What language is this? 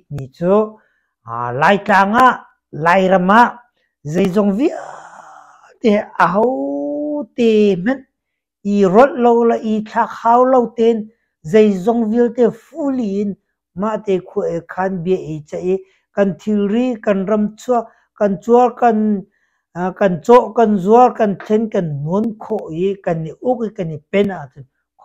Hakha Chin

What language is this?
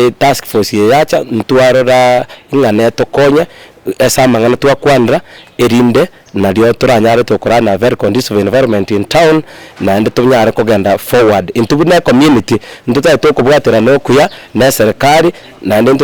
Gusii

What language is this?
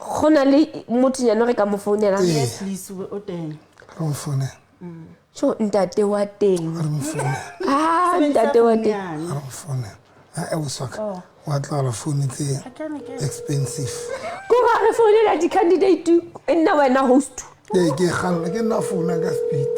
Southern Sotho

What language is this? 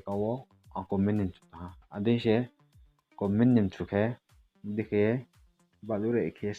Riang (India)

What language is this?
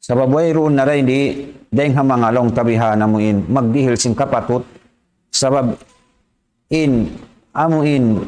Tausug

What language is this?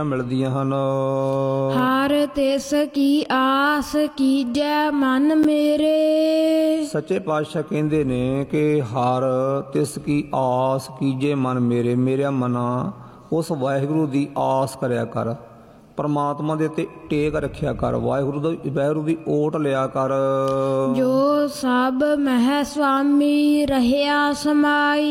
Punjabi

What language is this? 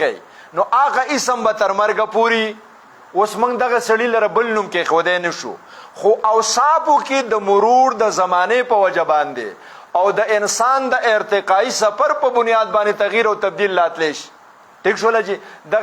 Pashto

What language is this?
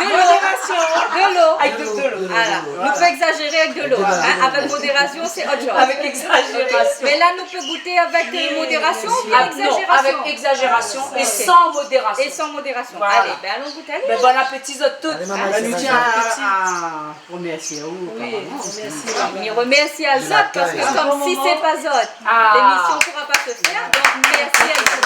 Réunion Creole French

